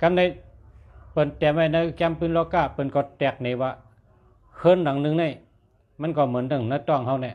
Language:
Shan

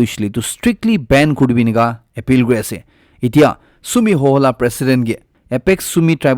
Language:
Naga Pidgin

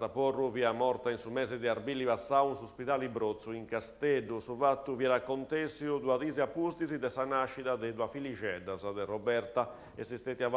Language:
Sardinian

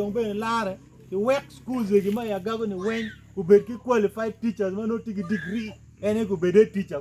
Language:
Acoli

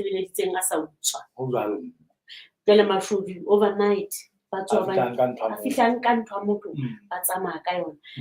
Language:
Southern Sotho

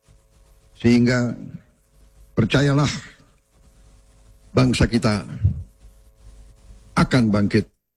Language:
Indonesian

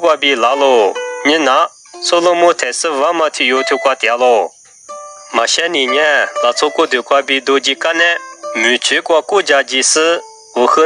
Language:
Lisu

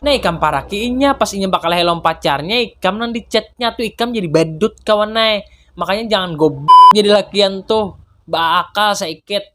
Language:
Banjar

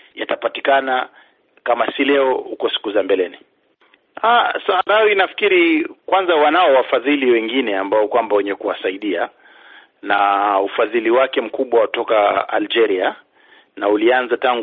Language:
Swahili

